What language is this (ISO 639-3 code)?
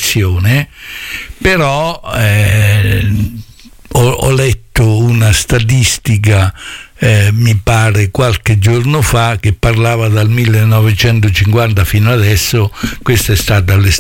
ita